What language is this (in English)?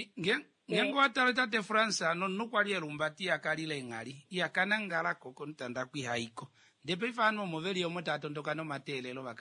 Kuanyama